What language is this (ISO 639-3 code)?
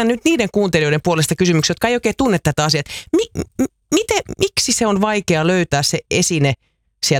fin